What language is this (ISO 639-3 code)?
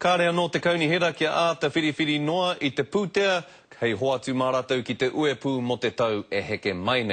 mri